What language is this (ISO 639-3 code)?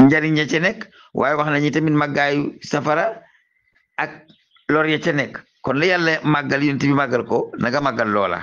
wol